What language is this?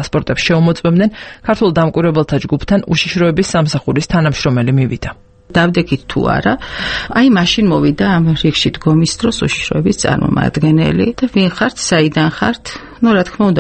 Georgian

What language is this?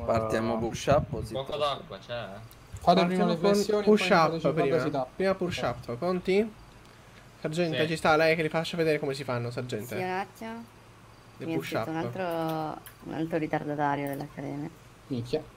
Italian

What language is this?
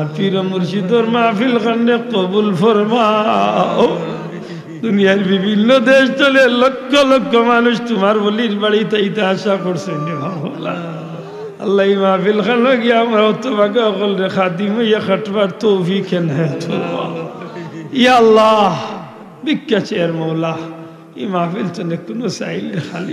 Sylheti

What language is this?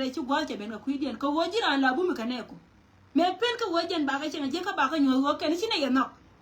Nuer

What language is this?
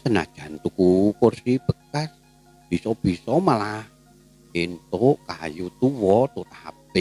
Javanese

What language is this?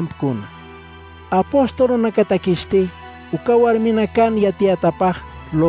Aymara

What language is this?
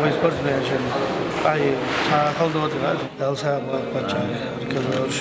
Chechen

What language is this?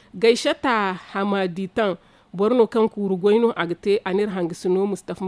Zarma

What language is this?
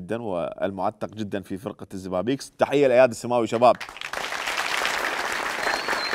Mesopotamian Arabic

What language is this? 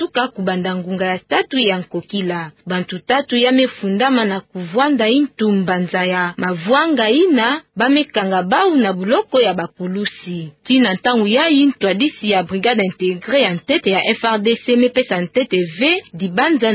Kituba (Democratic Republic of Congo)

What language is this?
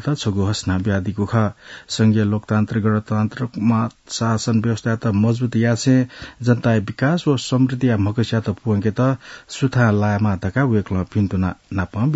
Newari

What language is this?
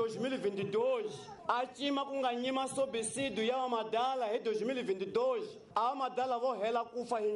Tsonga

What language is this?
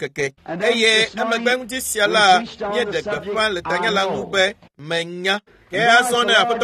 Ewe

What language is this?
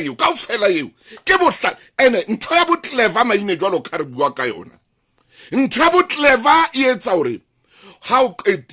Southern Sotho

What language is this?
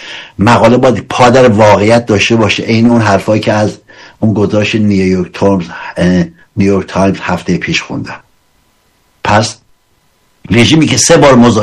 Persian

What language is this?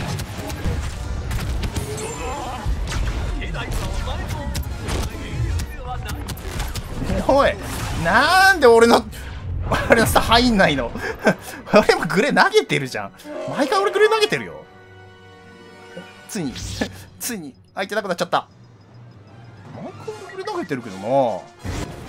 Japanese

